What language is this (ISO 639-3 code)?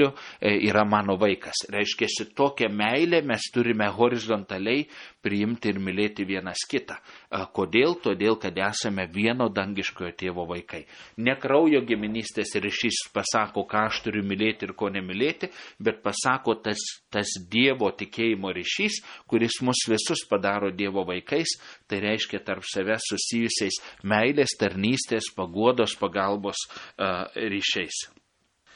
lit